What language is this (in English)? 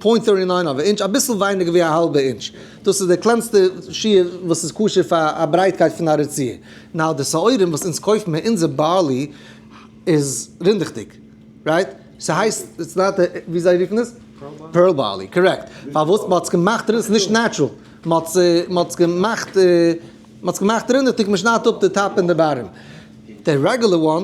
Yiddish